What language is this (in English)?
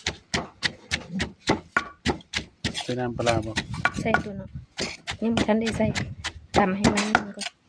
Lao